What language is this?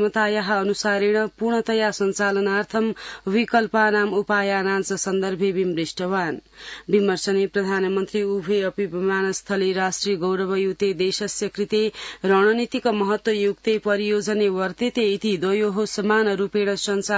Sanskrit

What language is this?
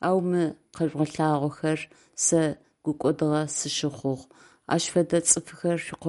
Adyghe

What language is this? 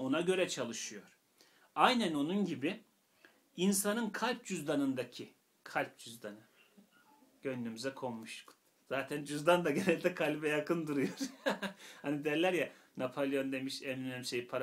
Turkish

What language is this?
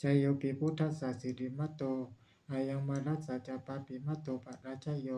Pali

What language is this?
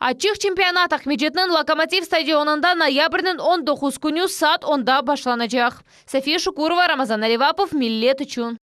Crimean Tatar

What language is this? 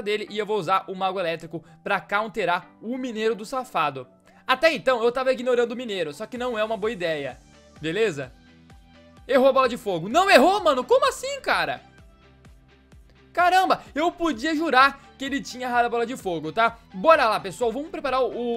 Portuguese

